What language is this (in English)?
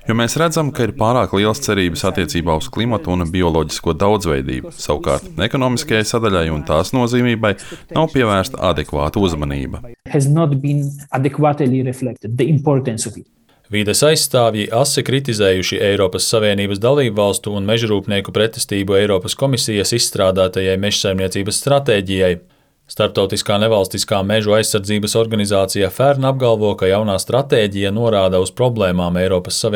Latvian